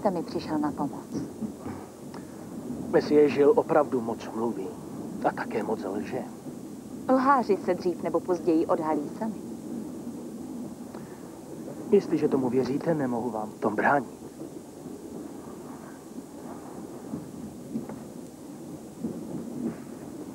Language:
Czech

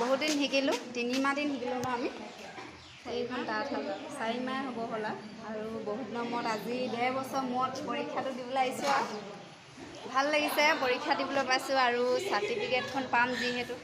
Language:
Assamese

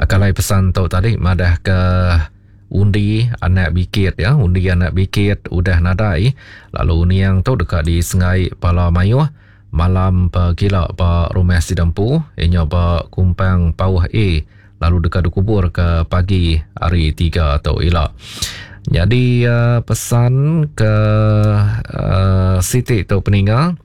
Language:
Iban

